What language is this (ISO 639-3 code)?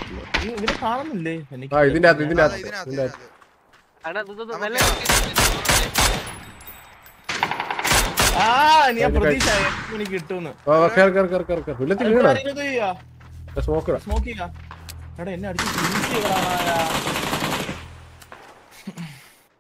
mal